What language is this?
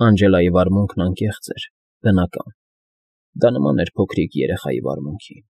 Armenian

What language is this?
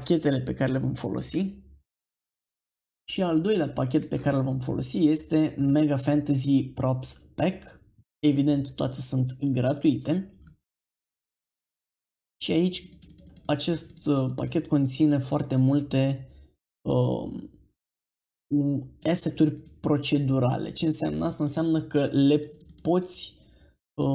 Romanian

